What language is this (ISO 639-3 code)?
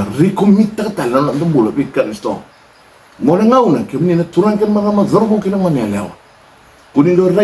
fij